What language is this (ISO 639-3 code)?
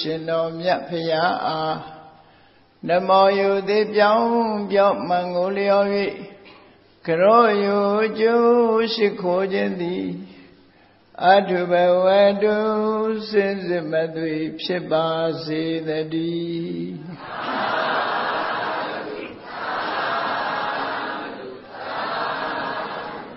mya